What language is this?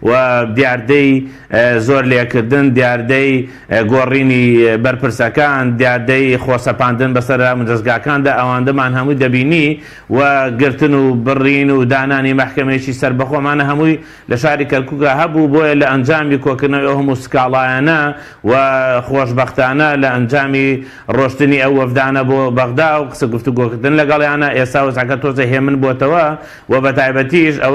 Central Kurdish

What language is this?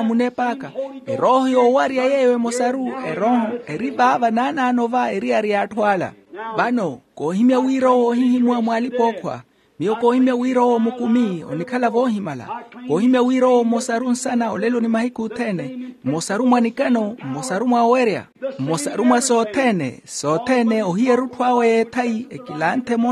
Makhuwa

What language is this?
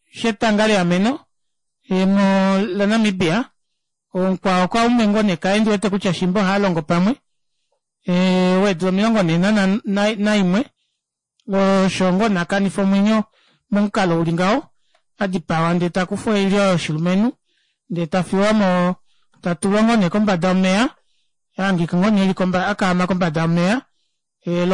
Kuanyama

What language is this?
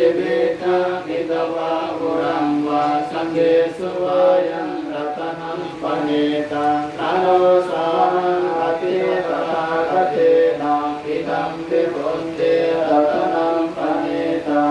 Pali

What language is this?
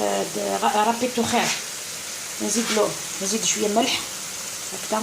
Algerian Arabic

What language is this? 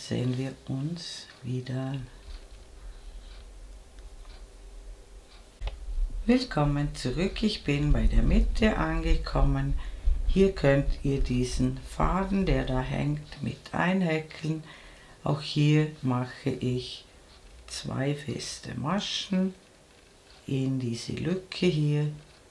German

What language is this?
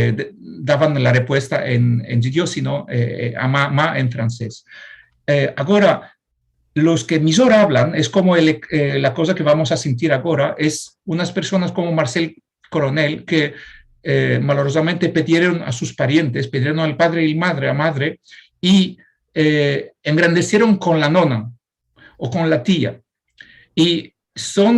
Ladino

